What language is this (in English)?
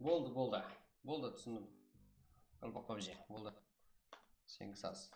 Kara-Kalpak